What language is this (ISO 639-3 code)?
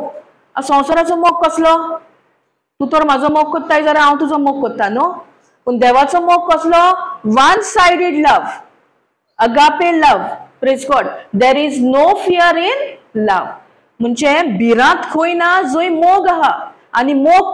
kok